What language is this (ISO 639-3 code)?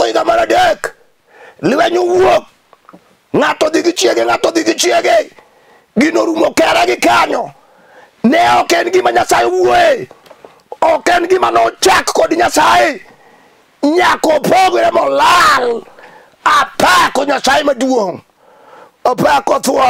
luo